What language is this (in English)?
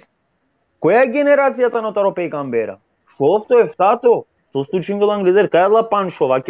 Balkan Romani